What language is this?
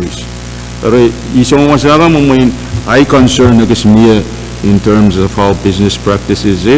Pohnpeian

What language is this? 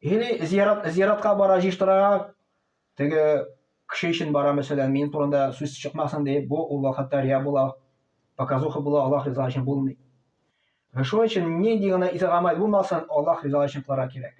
Tatar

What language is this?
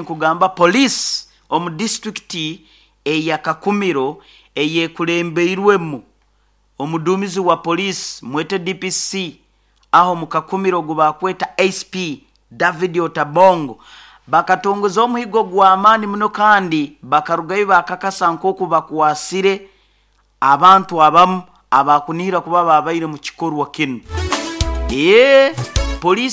Nyoro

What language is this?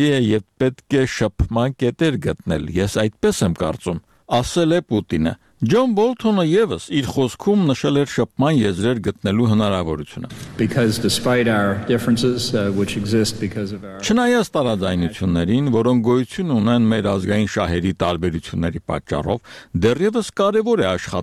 Armenian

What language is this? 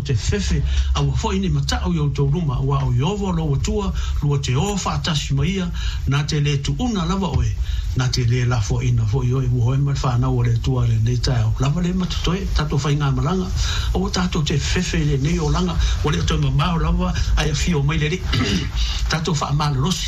Samoan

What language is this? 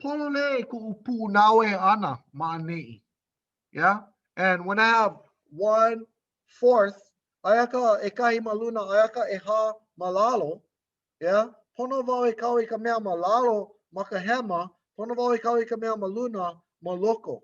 Hawaiian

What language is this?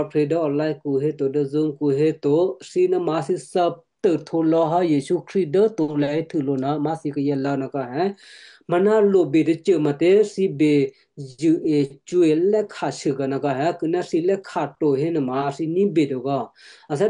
Western Kayah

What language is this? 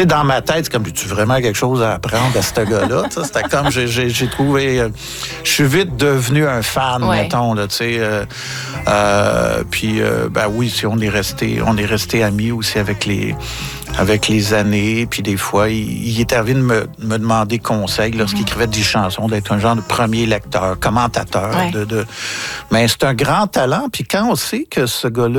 French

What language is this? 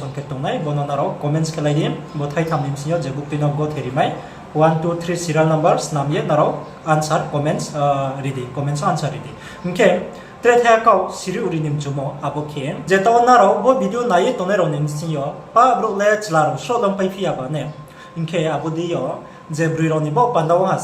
Riang (India)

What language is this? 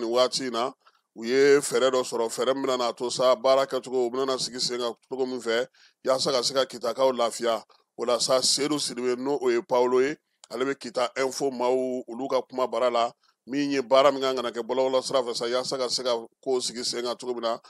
Bambara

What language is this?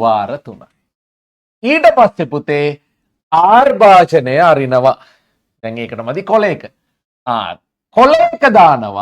Sinhala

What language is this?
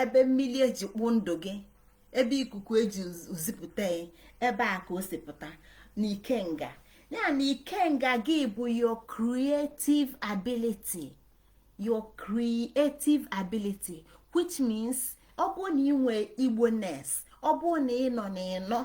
Igbo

